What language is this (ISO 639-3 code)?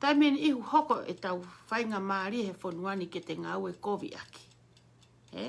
ton